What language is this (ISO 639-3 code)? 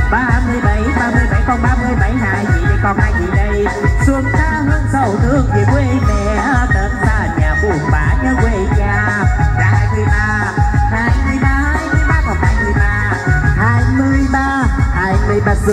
vie